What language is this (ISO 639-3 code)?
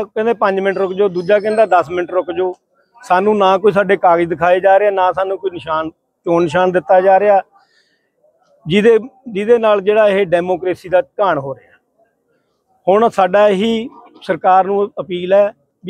pan